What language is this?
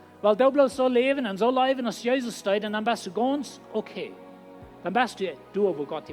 Plautdietsch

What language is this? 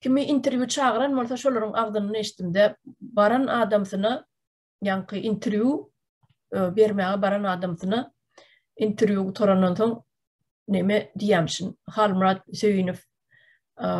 Turkmen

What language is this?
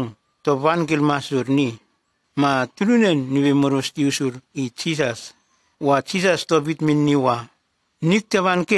Nume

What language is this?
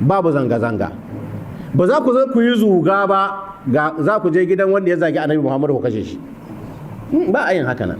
Hausa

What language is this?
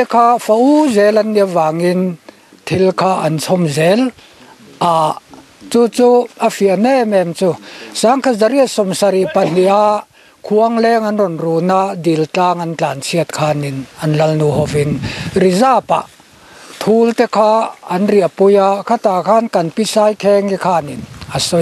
Mizo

